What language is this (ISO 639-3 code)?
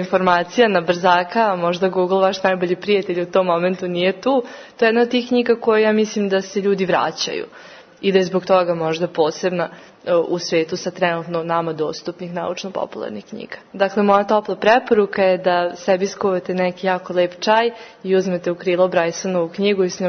srp